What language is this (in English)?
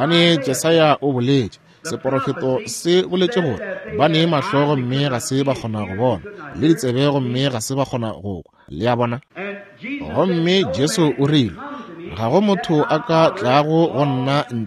Northern Sotho